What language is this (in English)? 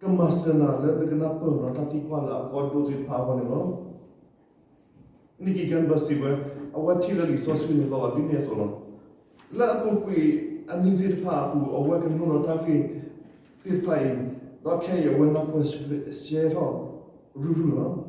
S'gaw Karen